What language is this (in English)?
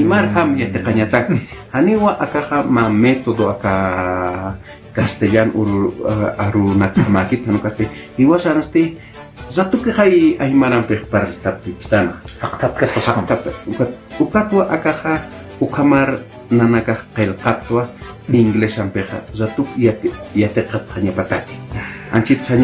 Aymara